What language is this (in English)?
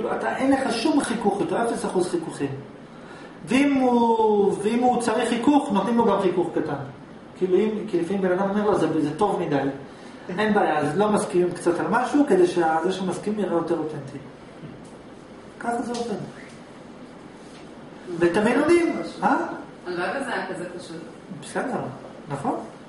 Hebrew